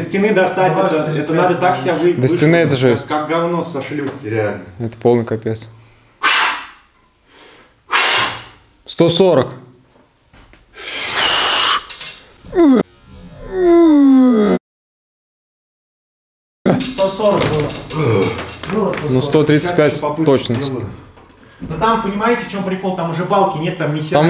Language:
Russian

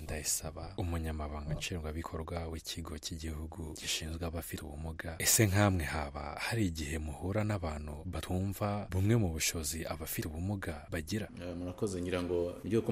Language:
Kinyarwanda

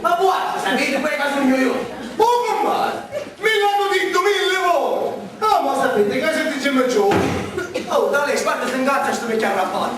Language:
Sicilian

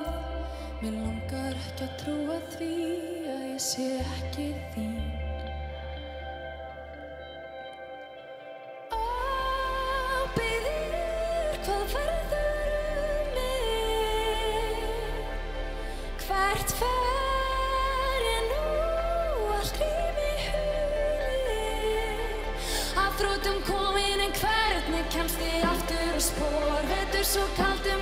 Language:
Icelandic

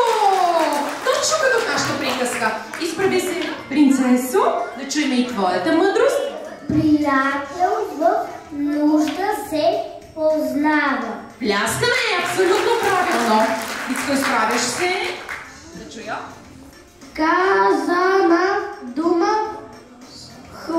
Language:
Bulgarian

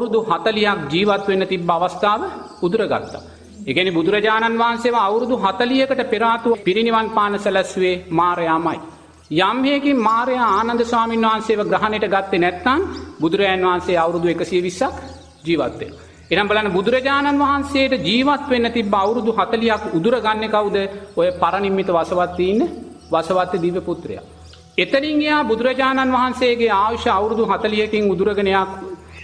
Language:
Sinhala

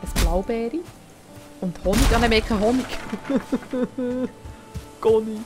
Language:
Swiss German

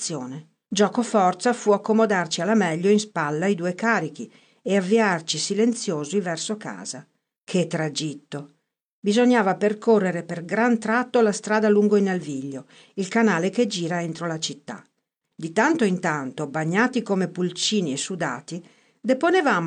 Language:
Italian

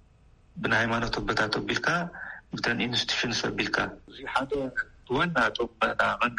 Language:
Tigrinya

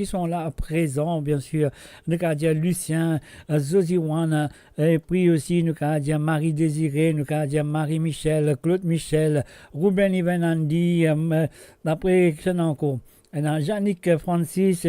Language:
Morisyen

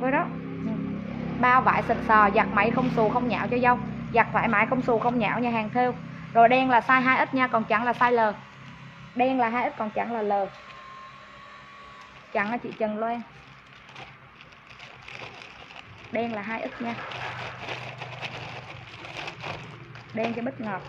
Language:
Vietnamese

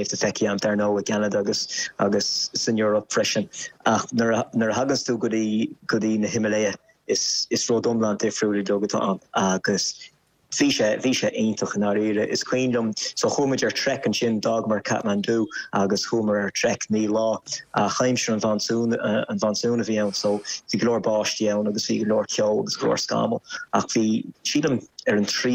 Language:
Irish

